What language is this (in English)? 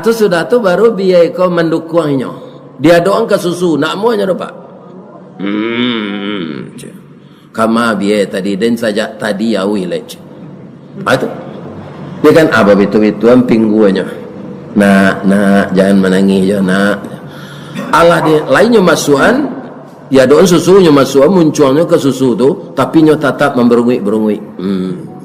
Minangkabau